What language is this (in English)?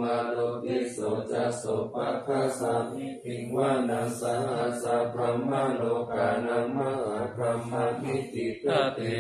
Pali